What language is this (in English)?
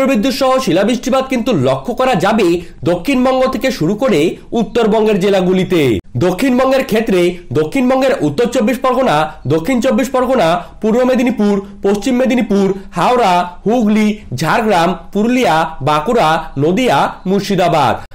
Bangla